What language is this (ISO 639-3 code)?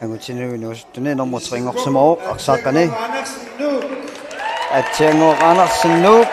kal